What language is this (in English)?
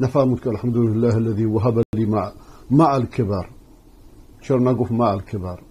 Persian